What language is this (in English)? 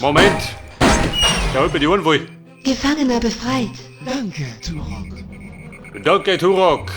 Bavarian